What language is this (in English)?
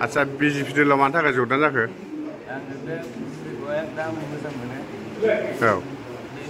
Bodo